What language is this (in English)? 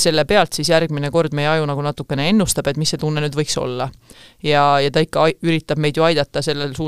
Estonian